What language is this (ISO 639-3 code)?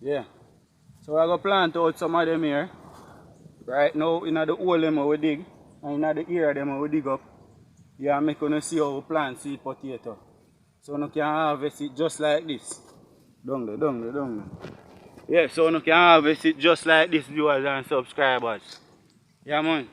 jam